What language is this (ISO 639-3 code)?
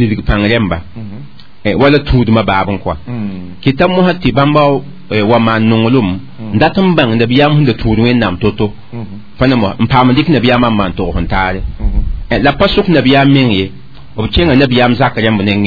mos